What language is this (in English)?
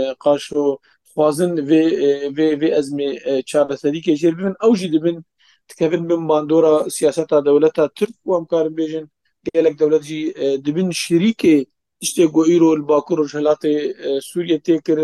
Kurdish